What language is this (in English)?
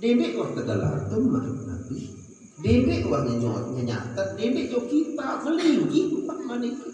Sasak